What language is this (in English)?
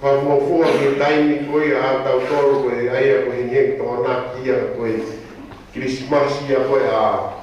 Tongan